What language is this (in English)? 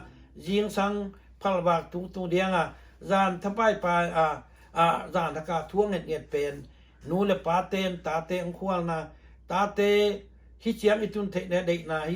Tedim Chin